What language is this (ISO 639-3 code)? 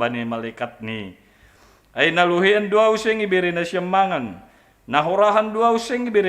bts